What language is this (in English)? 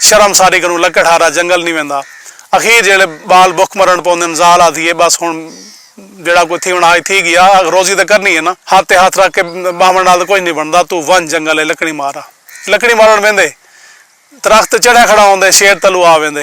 Saraiki